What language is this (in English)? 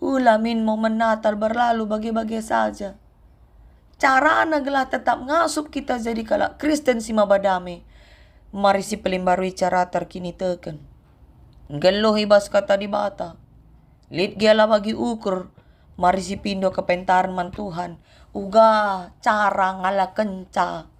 Batak Karo